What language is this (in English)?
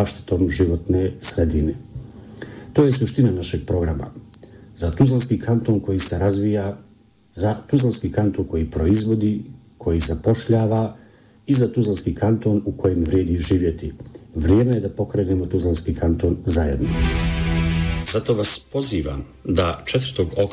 Bosnian